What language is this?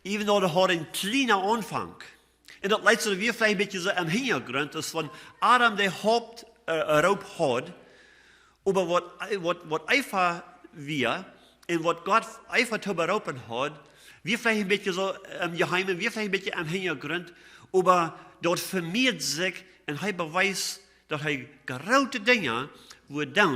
Plautdietsch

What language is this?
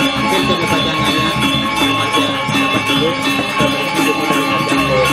Balinese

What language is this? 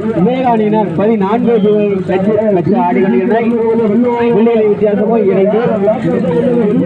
Tamil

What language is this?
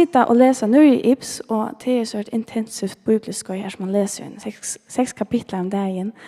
Faroese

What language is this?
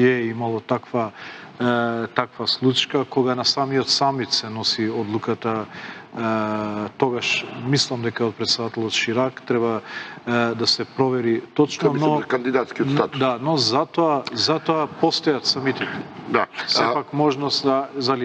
Macedonian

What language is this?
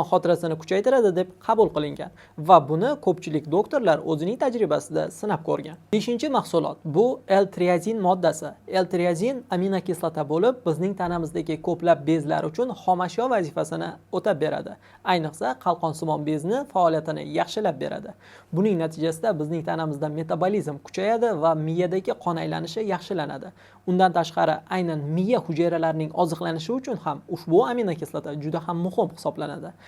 Uzbek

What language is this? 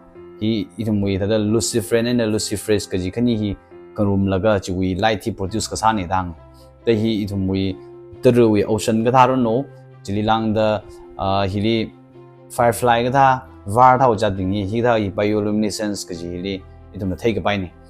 Tangkhul Naga (India)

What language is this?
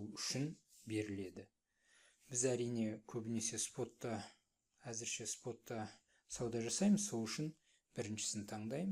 Kazakh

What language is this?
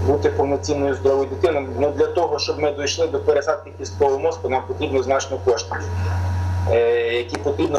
Ukrainian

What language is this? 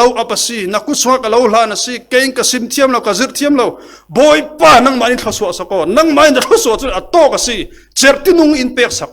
Falam Chin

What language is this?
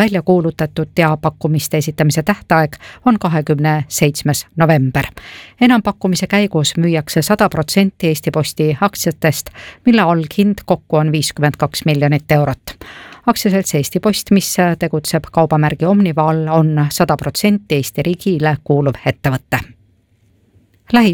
Estonian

